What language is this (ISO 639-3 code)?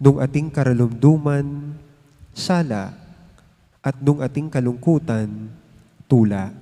pam